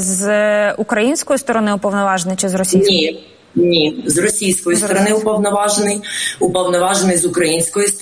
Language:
Ukrainian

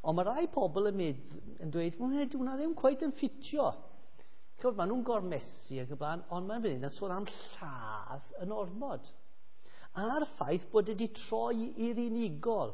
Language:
Welsh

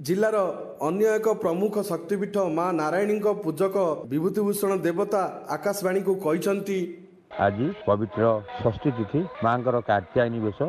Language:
Odia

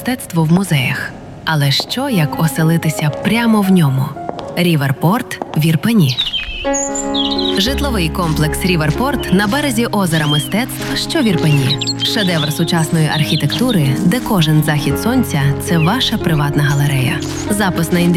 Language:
Ukrainian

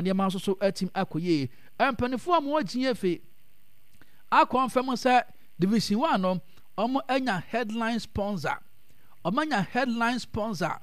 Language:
Akan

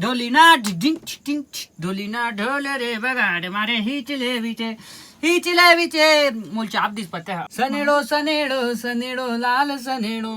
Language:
Chhattisgarhi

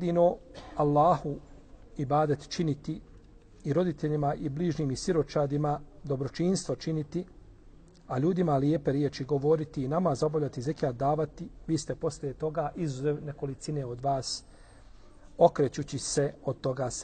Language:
Bosnian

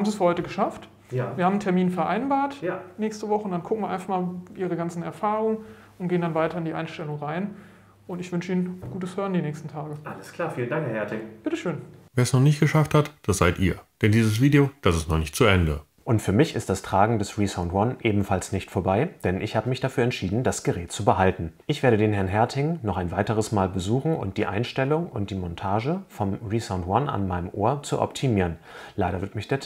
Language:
German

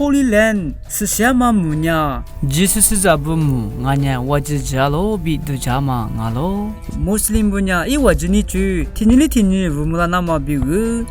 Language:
Lisu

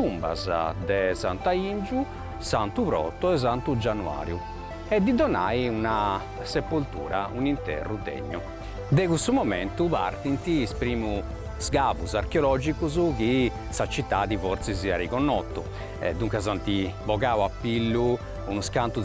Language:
Sardinian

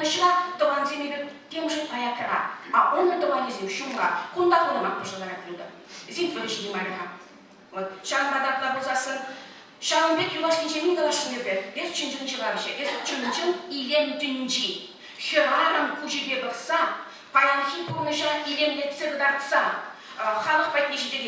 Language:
Chuvash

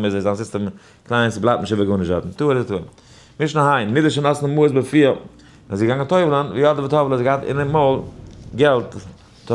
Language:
Yiddish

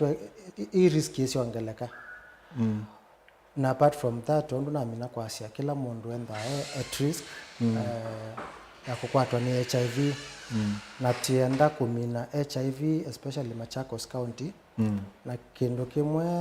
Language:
Kamba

